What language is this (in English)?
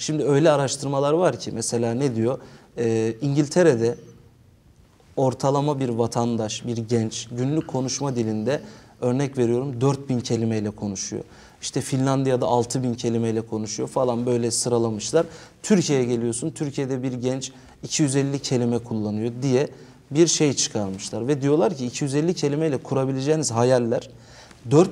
Turkish